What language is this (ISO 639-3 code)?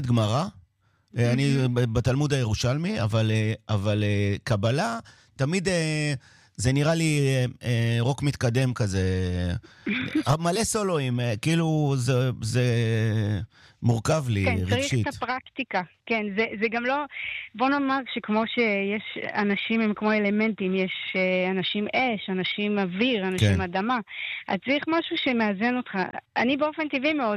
heb